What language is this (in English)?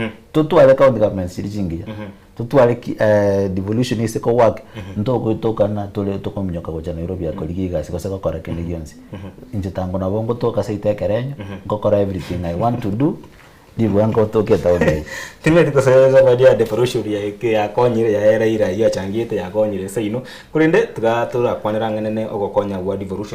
Gusii